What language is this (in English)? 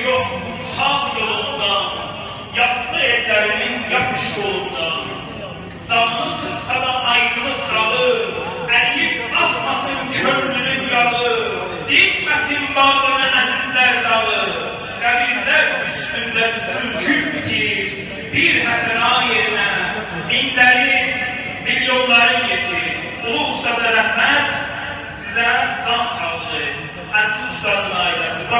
South Azerbaijani